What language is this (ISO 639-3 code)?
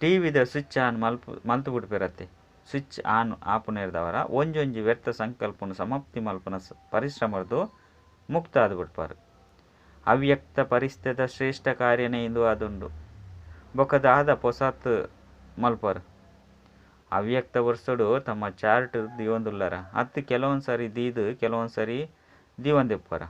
tcy